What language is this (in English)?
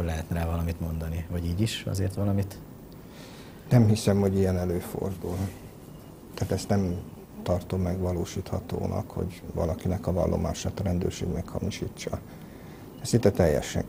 Hungarian